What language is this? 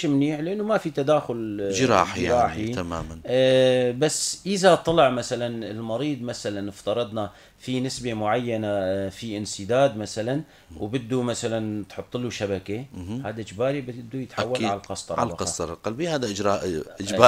North Levantine Arabic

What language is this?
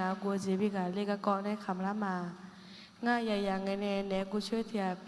Akha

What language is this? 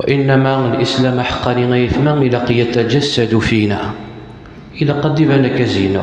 Kabyle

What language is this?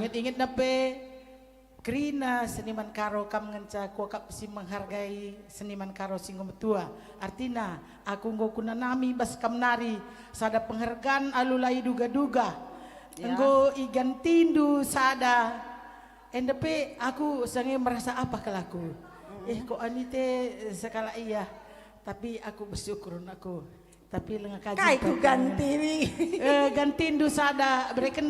Batak Karo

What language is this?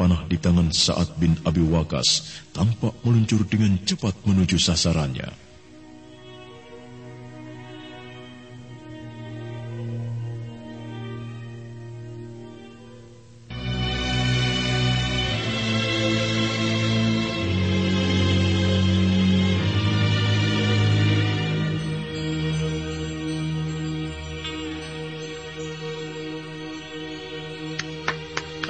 Indonesian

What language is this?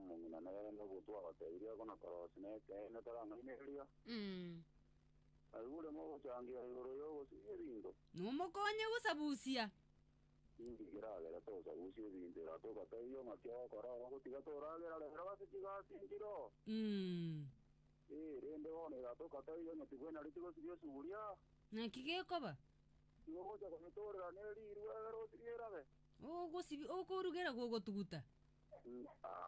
Gusii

